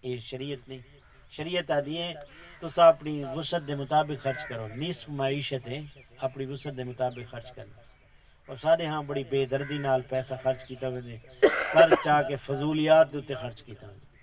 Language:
Saraiki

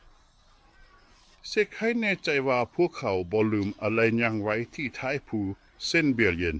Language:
Lao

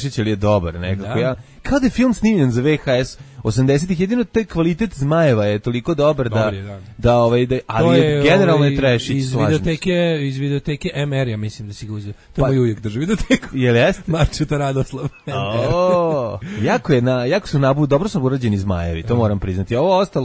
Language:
Serbian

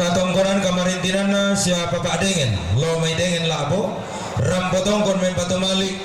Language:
Toraja-Sa'dan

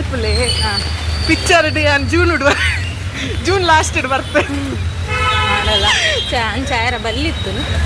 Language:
Tulu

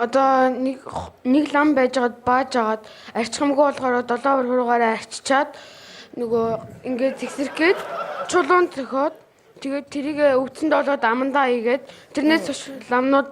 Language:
Mongolian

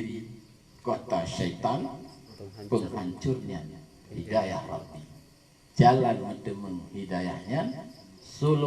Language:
Achinese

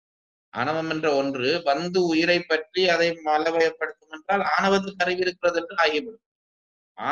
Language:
Tamil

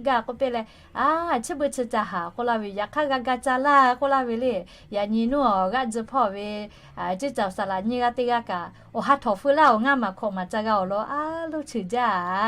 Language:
Lahu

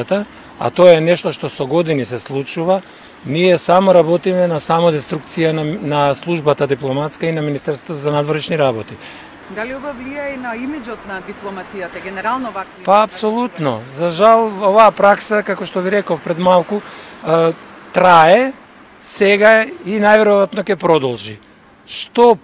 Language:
Macedonian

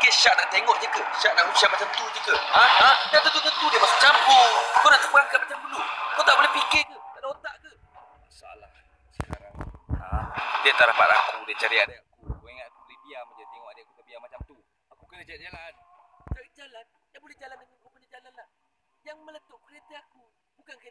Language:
Malay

